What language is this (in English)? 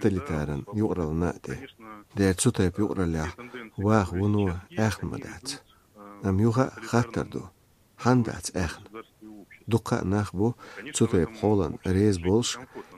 Chechen